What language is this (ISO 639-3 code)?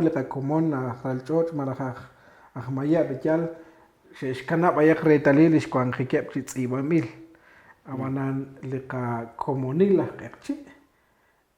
kek